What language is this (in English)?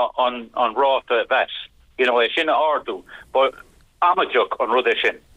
Irish